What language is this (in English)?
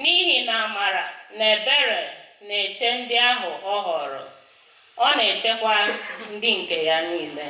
Igbo